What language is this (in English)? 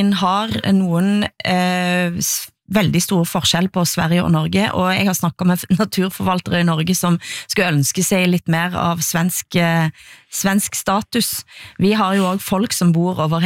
Norwegian